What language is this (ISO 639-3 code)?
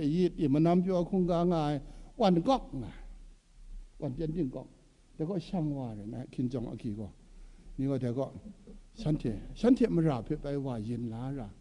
kac